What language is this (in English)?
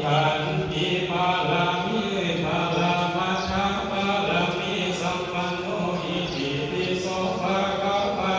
Pali